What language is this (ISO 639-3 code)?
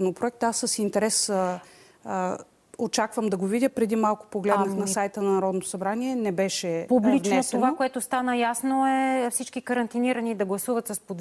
bul